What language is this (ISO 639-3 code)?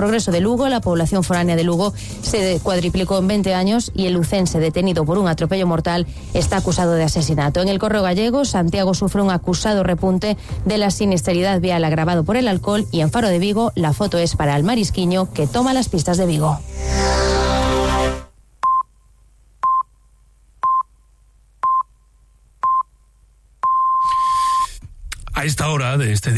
spa